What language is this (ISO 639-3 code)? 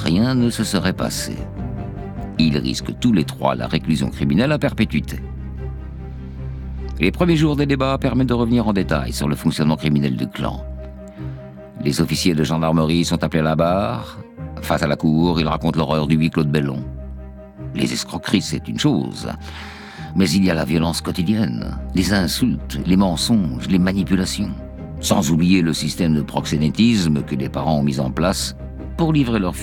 fra